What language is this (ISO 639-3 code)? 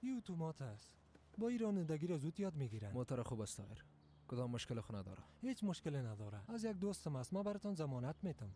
fas